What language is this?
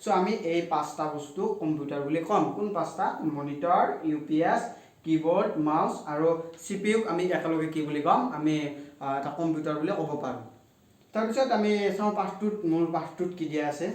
Assamese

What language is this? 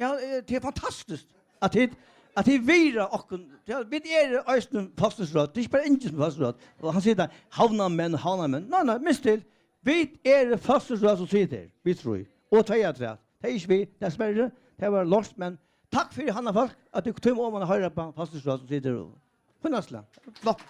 Faroese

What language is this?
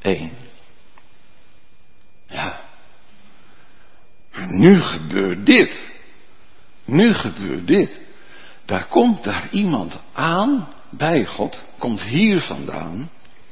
Dutch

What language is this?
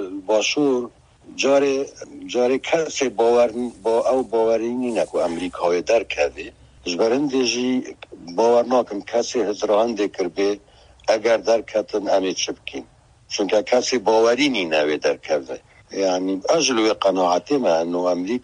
Kurdish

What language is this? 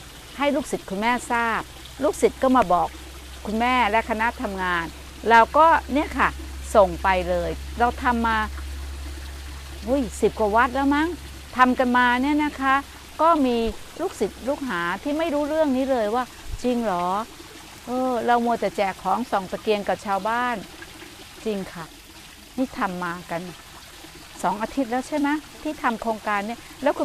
Thai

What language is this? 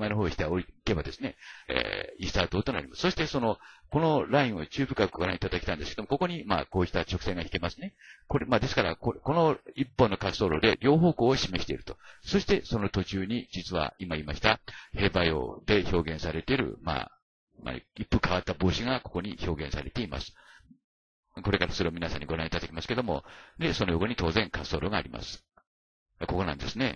Japanese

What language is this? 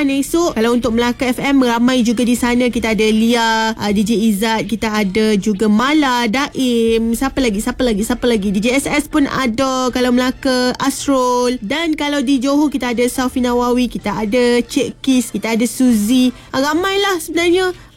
Malay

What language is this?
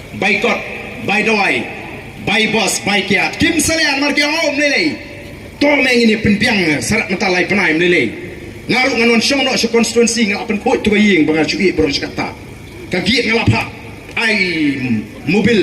Khasi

